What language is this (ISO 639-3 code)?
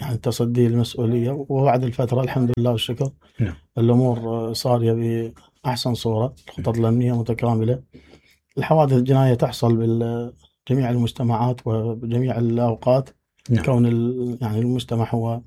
acm